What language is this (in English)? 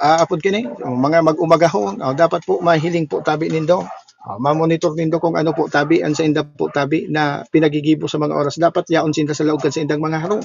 Bikol